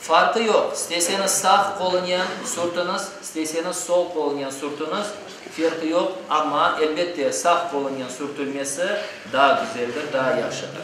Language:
Crimean Tatar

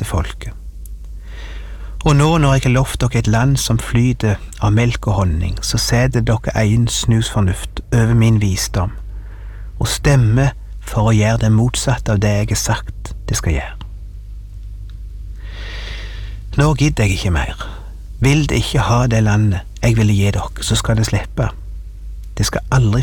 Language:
Norwegian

